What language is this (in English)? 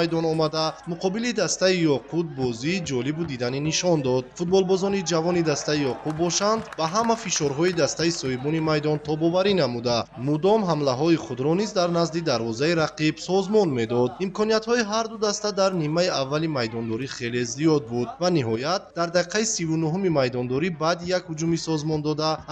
Tajik